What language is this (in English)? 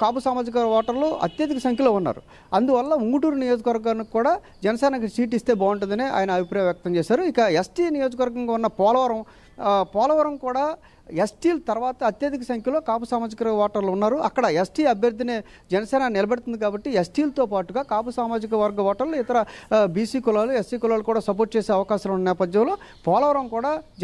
Telugu